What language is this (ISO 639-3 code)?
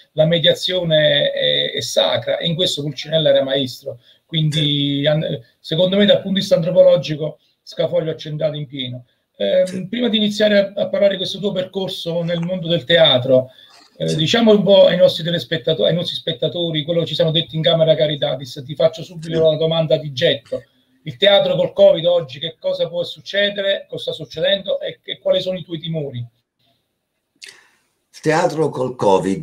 ita